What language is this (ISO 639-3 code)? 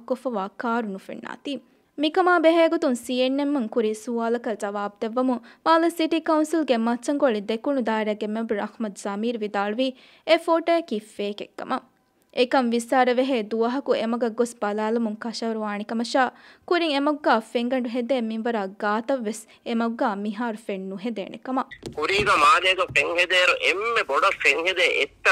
div